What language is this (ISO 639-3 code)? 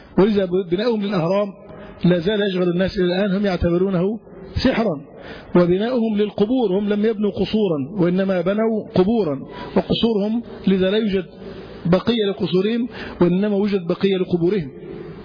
ara